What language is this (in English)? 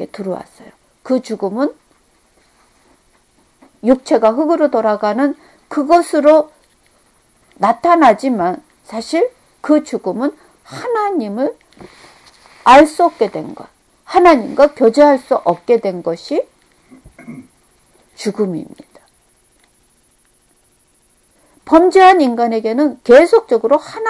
Korean